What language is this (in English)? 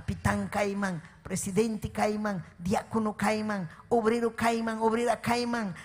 Ayacucho Quechua